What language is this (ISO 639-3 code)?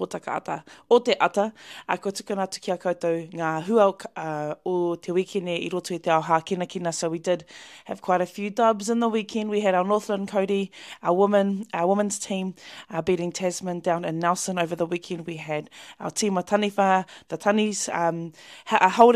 mri